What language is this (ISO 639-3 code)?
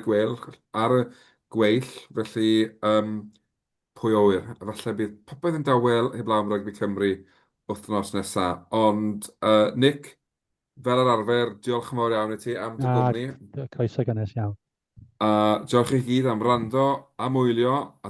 cym